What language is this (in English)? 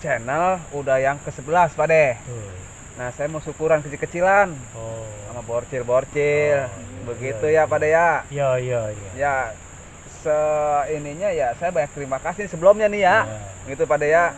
Betawi